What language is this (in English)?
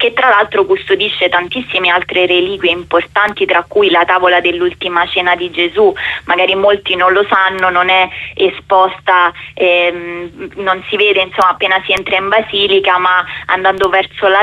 Italian